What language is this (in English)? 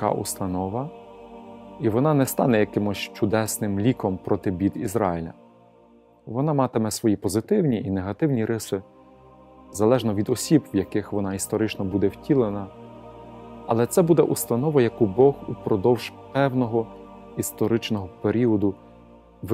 Ukrainian